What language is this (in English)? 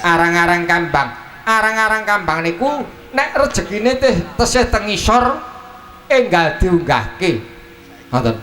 Javanese